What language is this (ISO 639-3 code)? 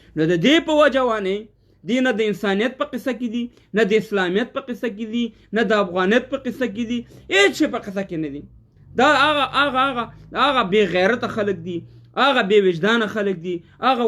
pus